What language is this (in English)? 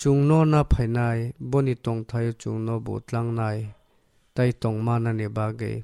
Kok Borok